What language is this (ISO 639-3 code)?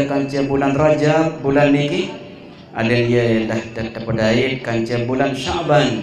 sas